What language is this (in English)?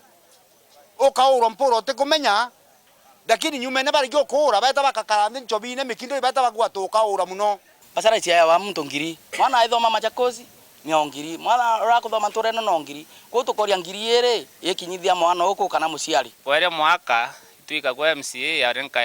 Meru